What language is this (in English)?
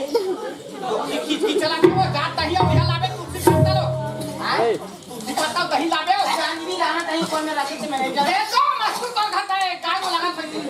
Chhattisgarhi